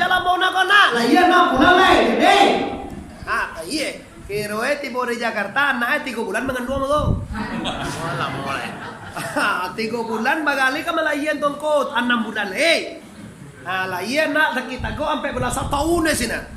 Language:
Minangkabau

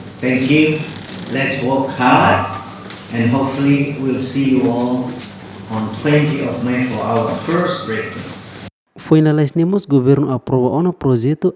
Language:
Tetum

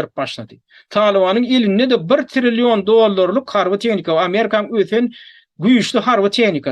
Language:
Turkmen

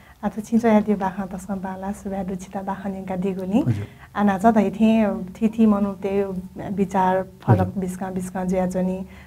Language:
Newari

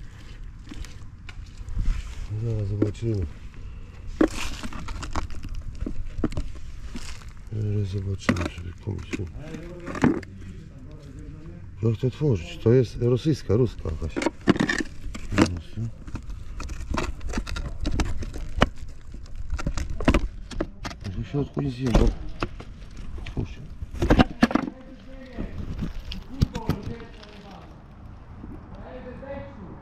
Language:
Polish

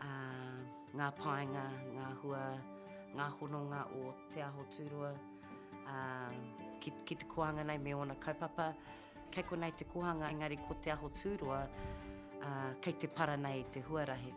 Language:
Māori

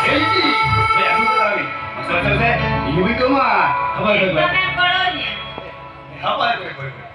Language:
Santali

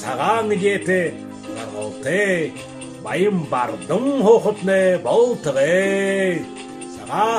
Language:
Buriat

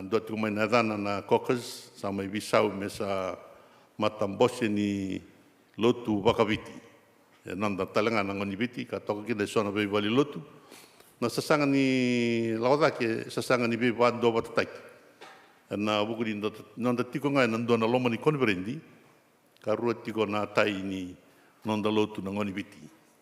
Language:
Fijian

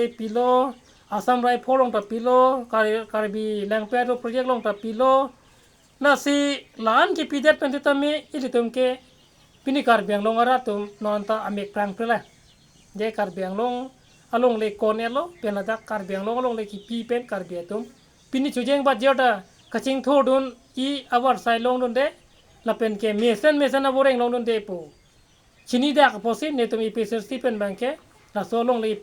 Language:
Karbi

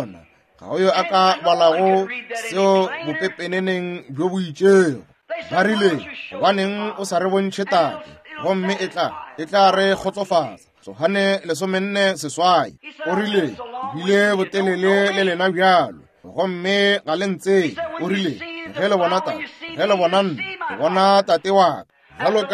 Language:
Northern Sotho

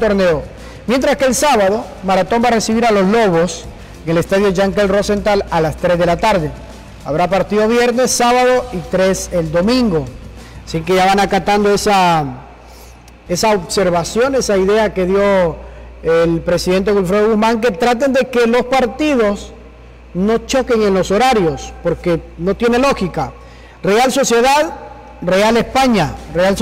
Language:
Spanish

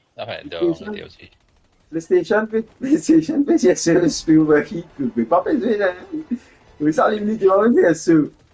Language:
Morisyen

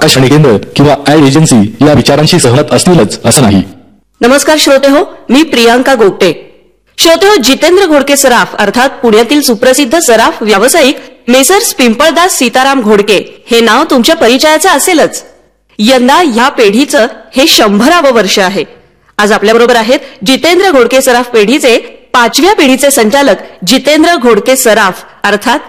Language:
Marathi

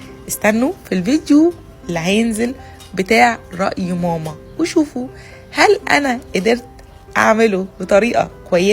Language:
Egyptian Arabic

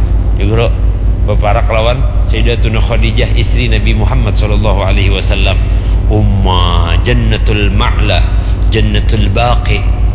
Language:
Banjar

